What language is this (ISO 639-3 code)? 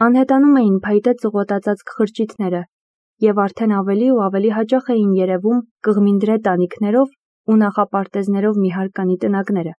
hye